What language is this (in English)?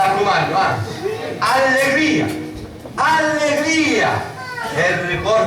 Sicilian